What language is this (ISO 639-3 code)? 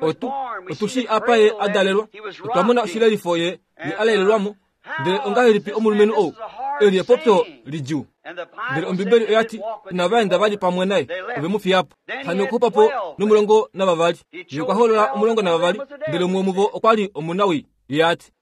kua